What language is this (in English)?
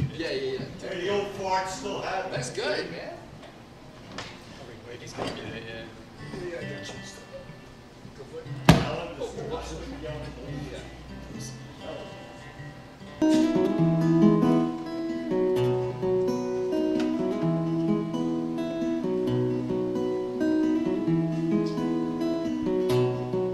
English